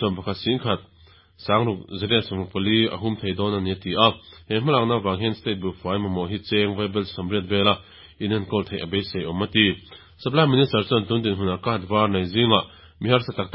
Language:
Mizo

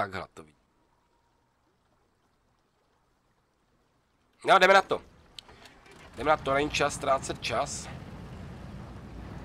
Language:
Czech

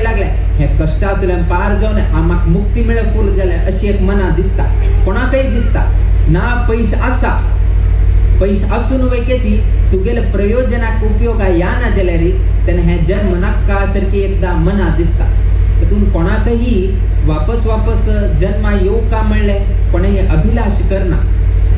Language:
Konkani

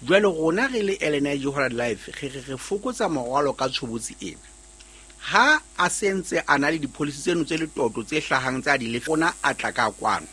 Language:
Southern Sotho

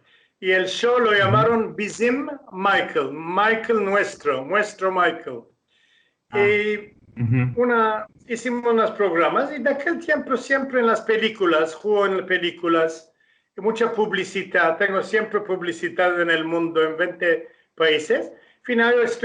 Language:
Ladino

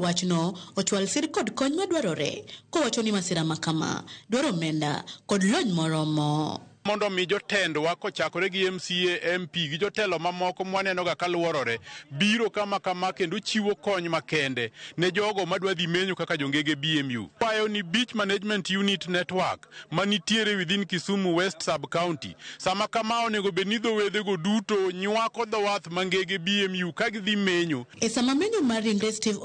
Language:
Luo (Kenya and Tanzania)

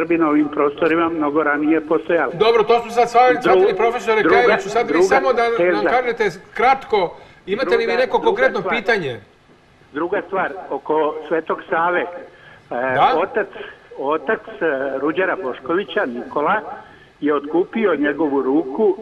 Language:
Serbian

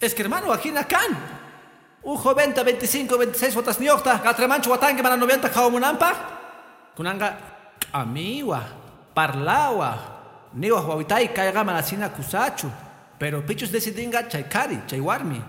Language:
Quechua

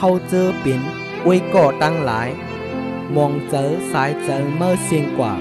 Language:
Shan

